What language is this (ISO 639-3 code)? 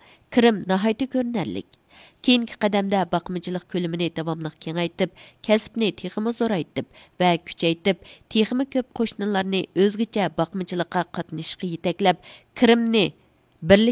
uig